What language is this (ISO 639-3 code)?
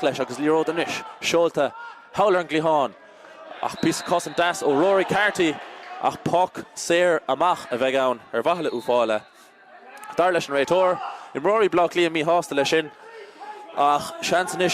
gle